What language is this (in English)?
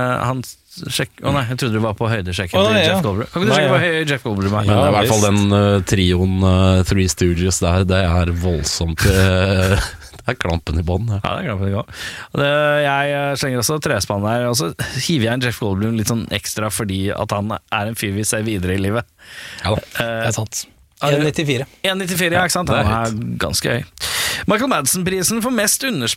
Norwegian